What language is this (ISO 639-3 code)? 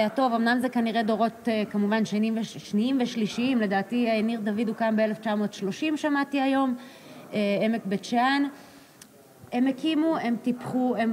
heb